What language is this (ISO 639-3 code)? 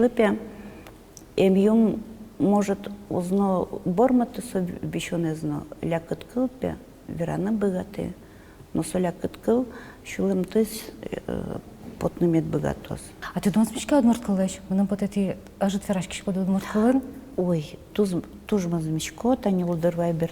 udm